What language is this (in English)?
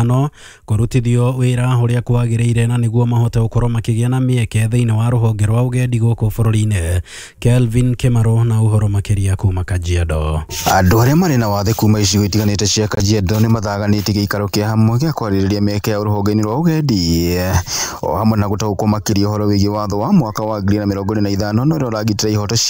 Kikuyu